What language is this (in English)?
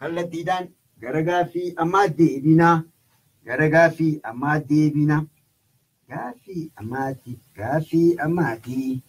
Oromo